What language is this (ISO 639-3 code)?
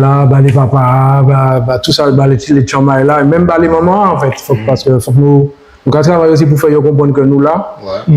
gcf